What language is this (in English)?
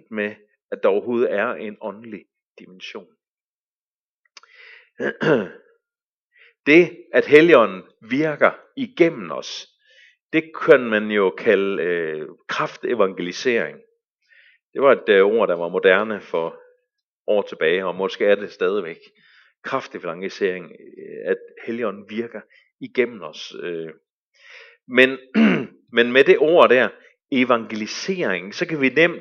Danish